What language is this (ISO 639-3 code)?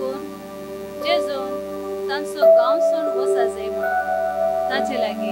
kok